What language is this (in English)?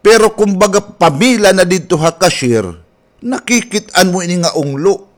Waray